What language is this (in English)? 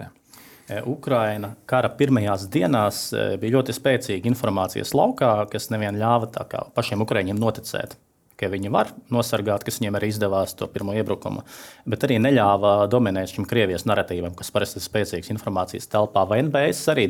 Latvian